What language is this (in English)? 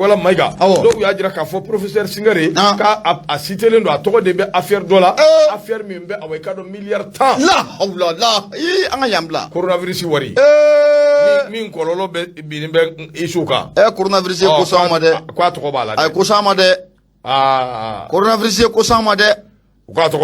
Bambara